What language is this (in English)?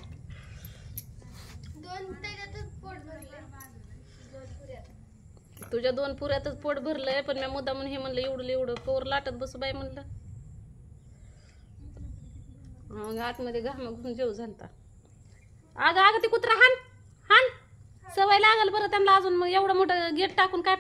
Marathi